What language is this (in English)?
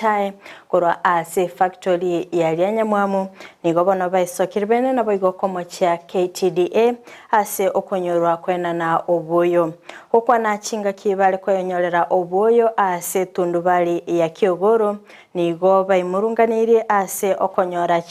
Gusii